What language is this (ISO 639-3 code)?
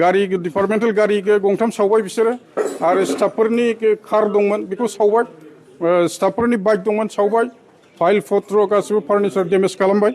brx